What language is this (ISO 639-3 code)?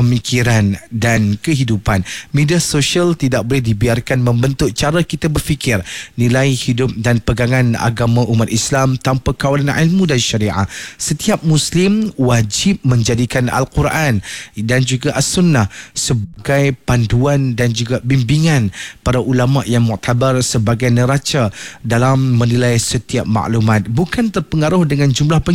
msa